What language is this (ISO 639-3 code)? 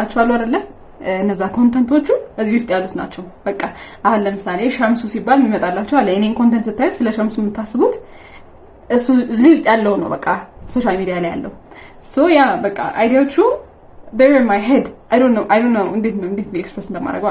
amh